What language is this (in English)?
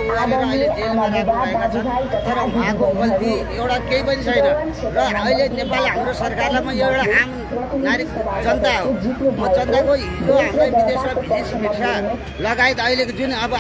Nepali